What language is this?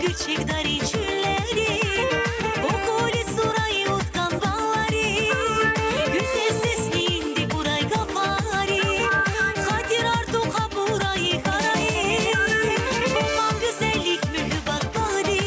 Tabassaran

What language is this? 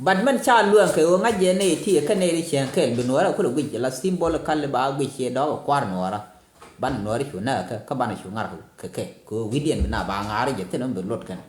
Nuer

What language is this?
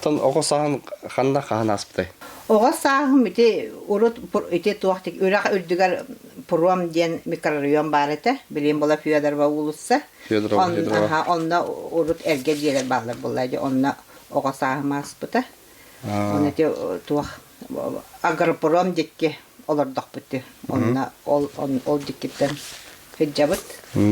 Yakut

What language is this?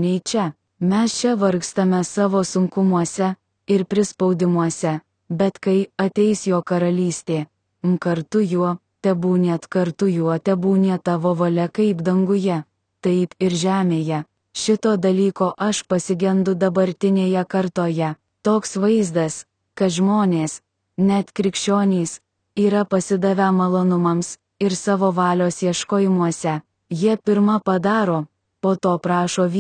Lithuanian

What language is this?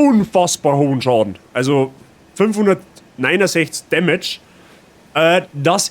Bavarian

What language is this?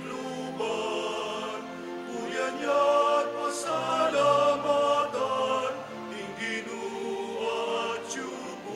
Pampanga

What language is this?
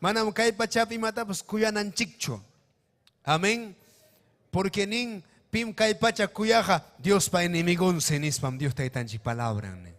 Ayacucho Quechua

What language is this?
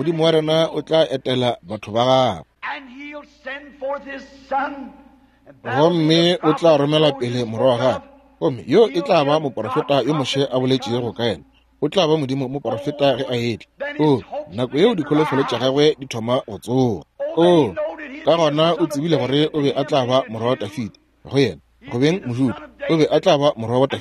Northern Sotho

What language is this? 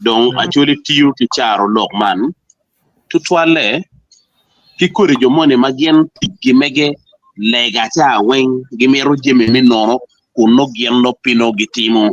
Acoli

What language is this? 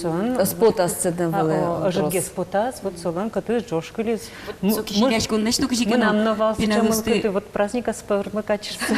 Udmurt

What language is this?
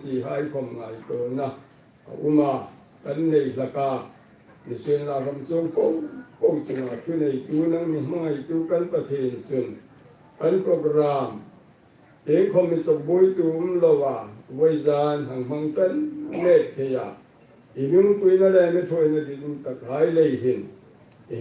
Hmar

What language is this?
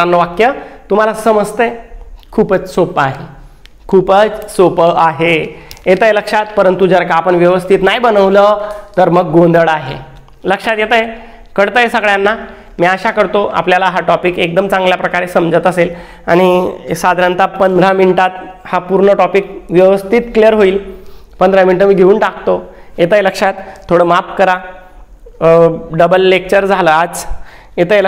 Marathi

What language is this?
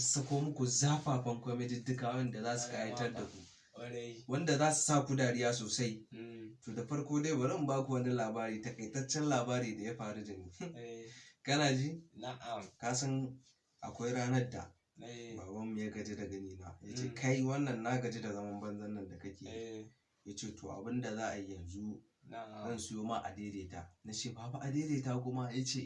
Hausa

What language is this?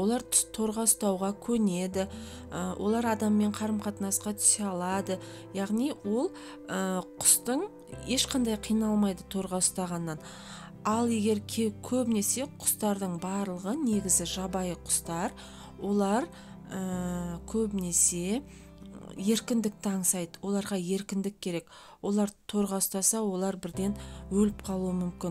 Kazakh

